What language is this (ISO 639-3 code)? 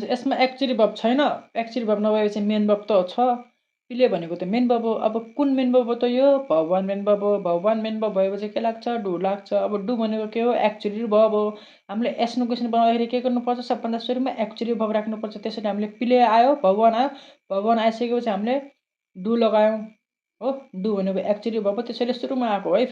nep